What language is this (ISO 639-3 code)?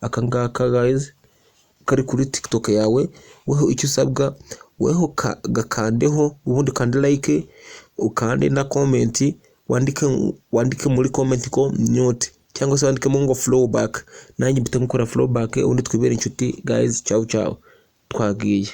kin